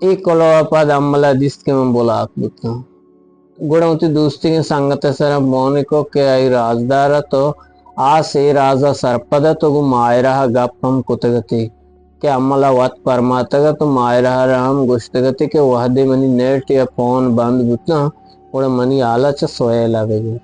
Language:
Eastern Balochi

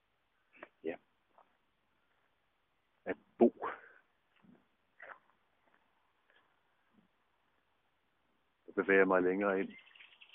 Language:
Danish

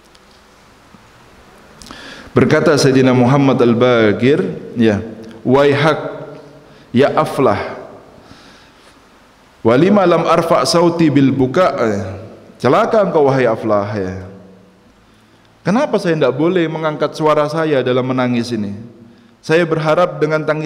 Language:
Indonesian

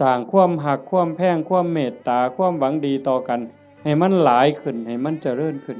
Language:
Northeastern Thai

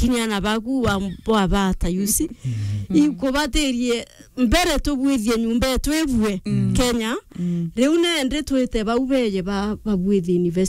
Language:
Meru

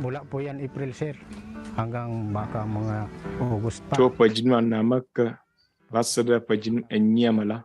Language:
Ewe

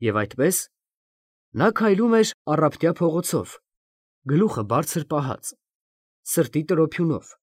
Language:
Armenian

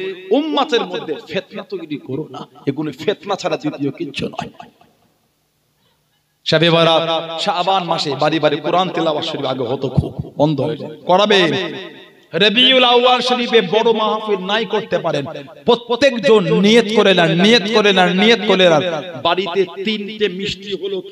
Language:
Bangla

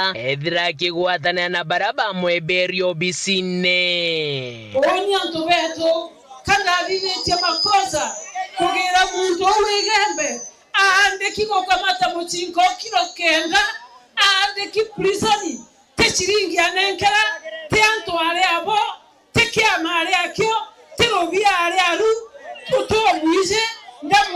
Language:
Meru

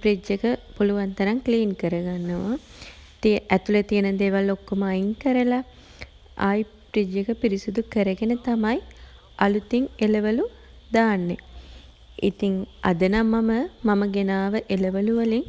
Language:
Sinhala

